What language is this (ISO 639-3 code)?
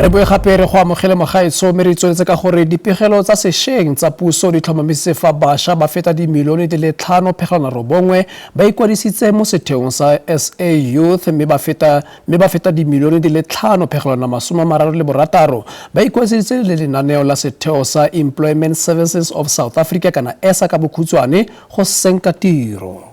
tsn